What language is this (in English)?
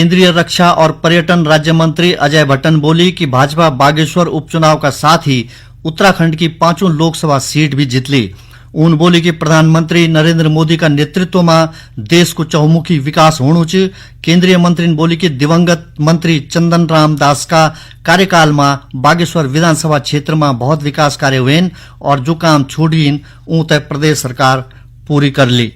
Garhwali